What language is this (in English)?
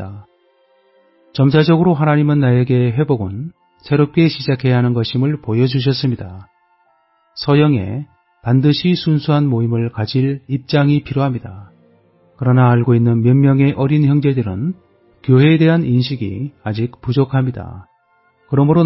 Korean